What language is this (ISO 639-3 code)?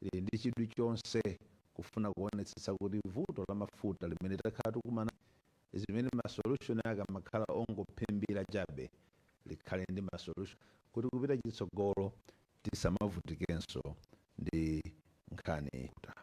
nya